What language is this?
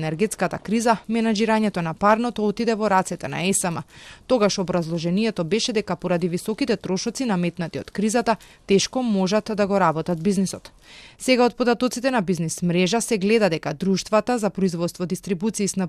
Macedonian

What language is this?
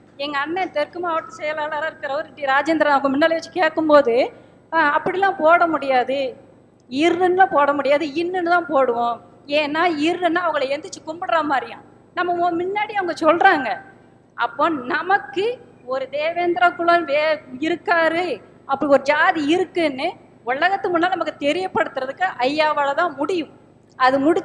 Tamil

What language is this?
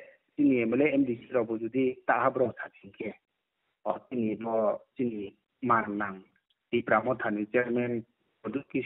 Riang (India)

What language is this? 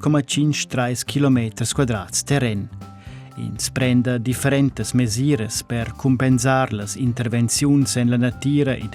Romansh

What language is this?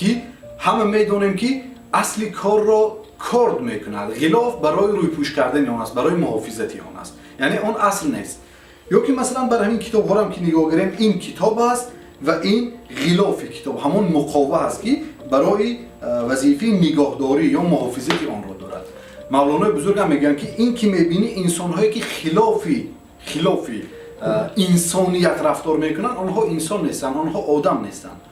Tajik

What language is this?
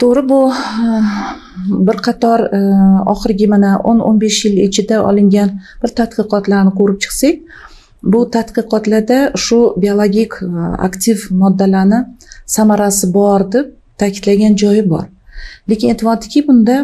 Uzbek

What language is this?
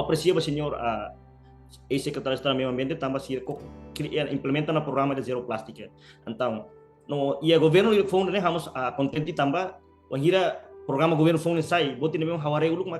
Tetum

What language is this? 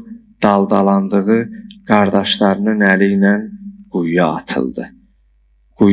Azerbaijani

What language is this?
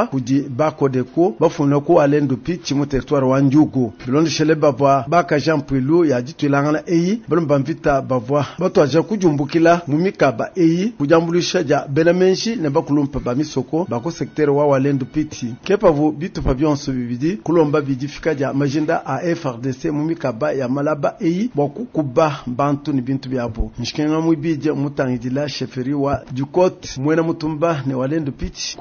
Luba-Lulua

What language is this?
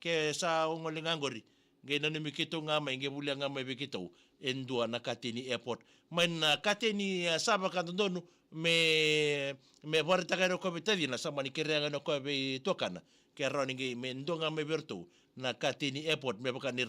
Fijian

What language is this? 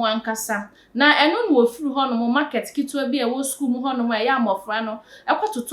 Akan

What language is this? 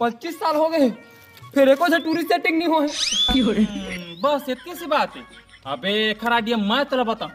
Chhattisgarhi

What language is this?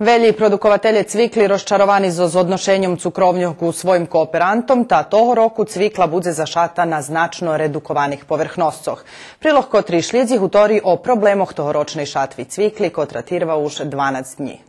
Rusyn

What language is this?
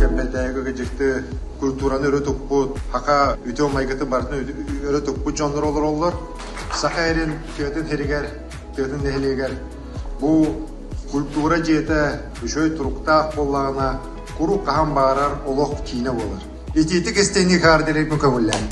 Yakut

